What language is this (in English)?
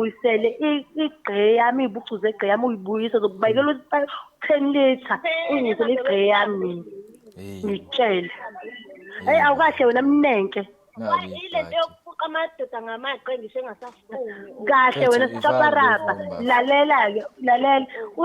Zulu